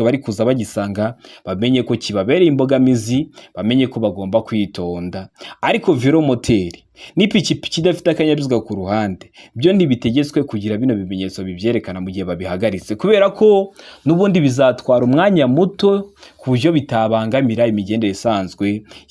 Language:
Kinyarwanda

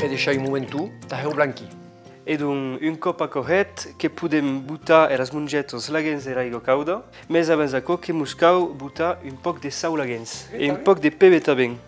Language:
Occitan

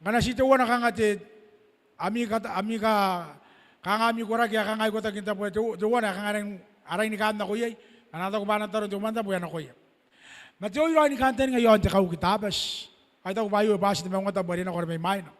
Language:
Gilbertese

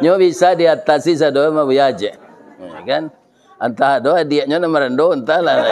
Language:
Minangkabau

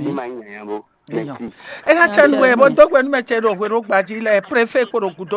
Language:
Fon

